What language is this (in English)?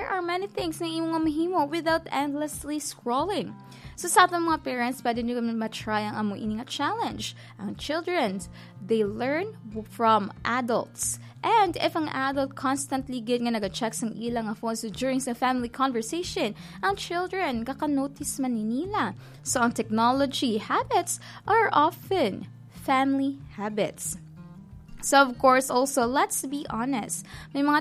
Hiligaynon